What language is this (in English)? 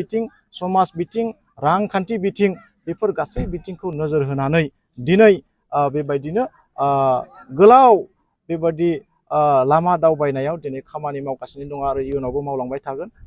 Bodo